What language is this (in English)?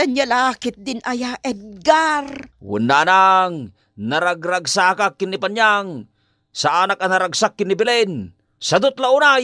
Iloko